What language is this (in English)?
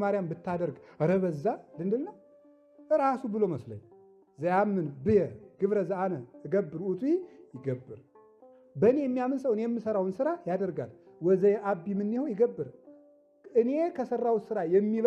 Amharic